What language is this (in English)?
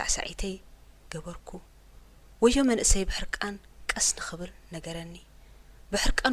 Tigrinya